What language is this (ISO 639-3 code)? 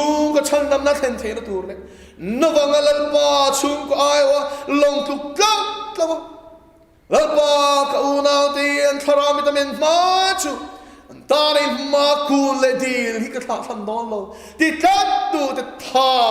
lus